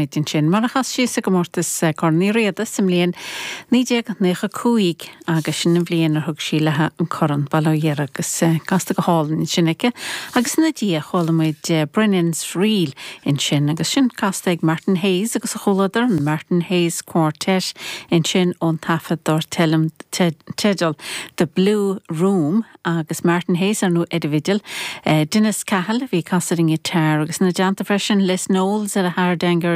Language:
Irish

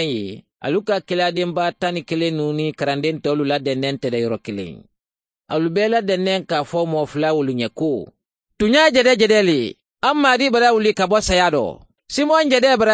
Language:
Mandingo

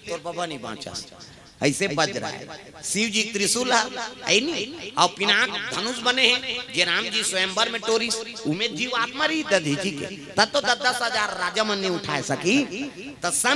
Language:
Chhattisgarhi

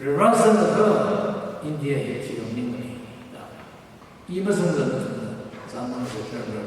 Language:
Tangkhul Naga (India)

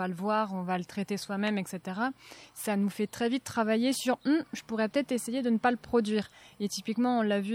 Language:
French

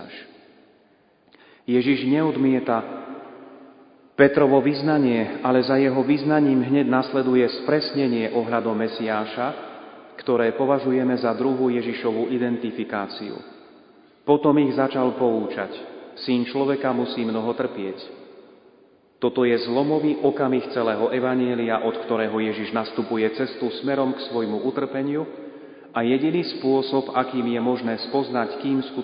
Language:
Slovak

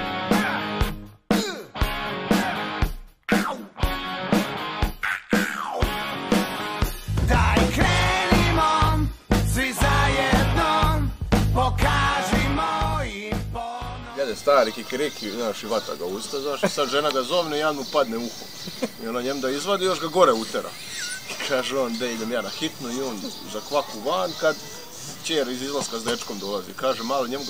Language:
Croatian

